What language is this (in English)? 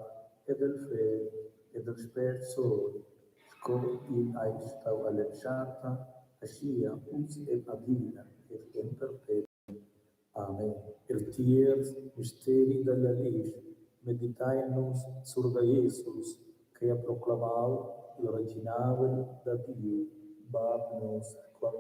Romansh